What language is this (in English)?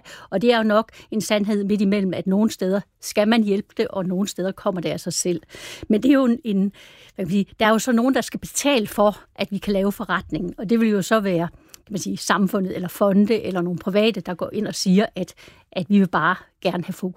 Danish